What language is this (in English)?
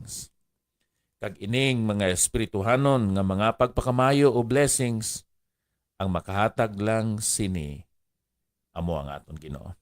Hiligaynon